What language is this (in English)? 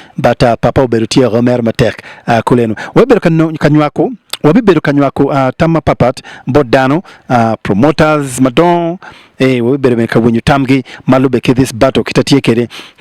Acoli